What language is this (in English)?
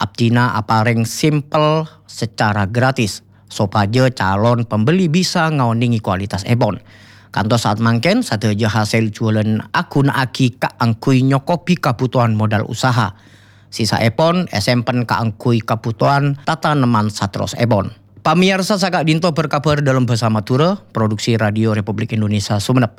Madurese